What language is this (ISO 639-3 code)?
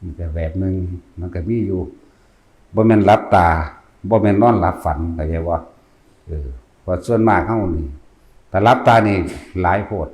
tts